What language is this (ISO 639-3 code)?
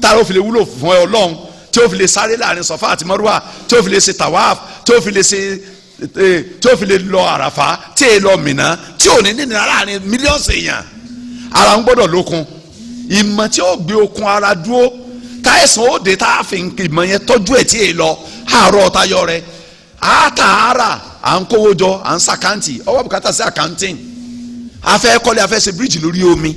yor